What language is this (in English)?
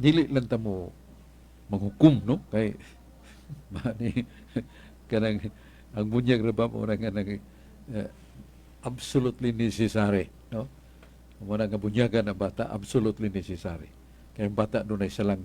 Cebuano